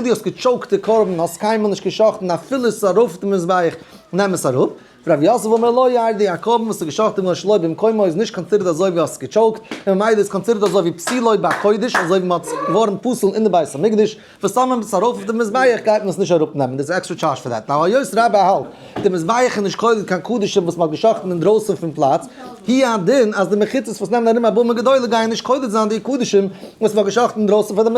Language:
Yiddish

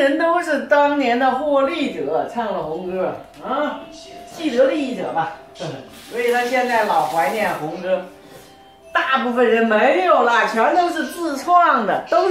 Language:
Chinese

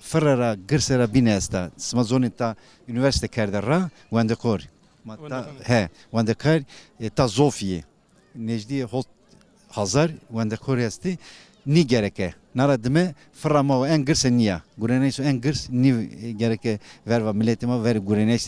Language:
Zaza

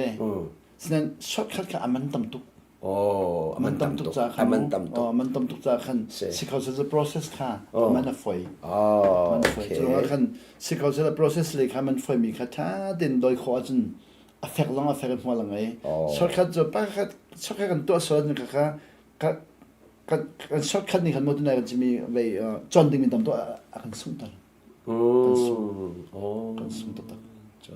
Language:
Hakha Chin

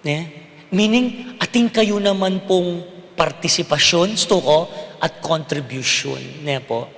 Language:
Pampanga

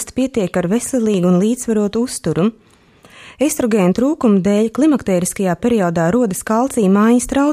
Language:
Latvian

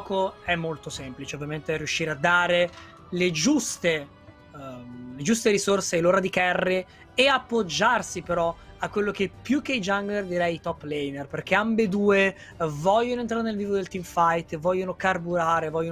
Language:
Italian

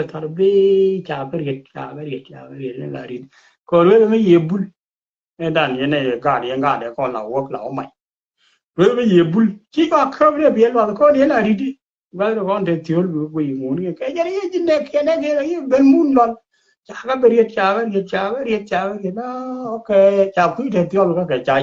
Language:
Nuer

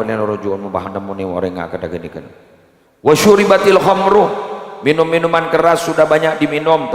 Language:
Madurese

